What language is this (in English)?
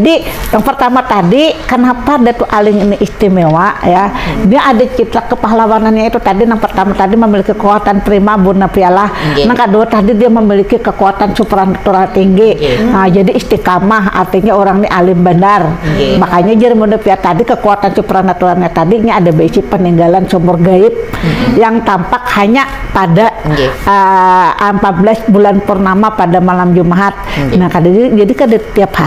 Banjar